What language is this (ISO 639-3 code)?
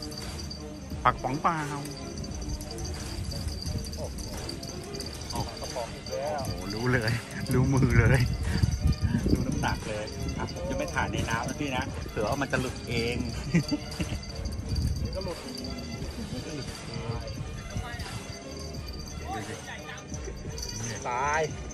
tha